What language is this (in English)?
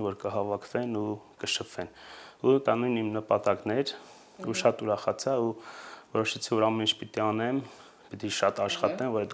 Armenian